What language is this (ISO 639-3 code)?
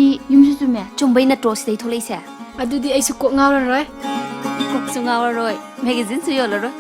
mni